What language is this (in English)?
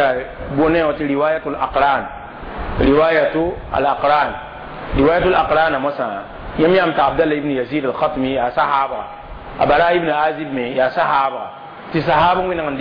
Mossi